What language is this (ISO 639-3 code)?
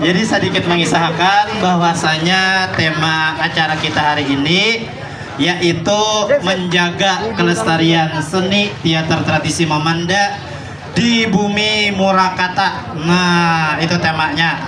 bjn